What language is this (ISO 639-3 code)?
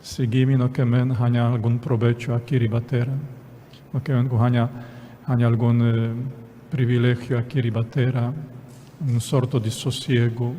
pap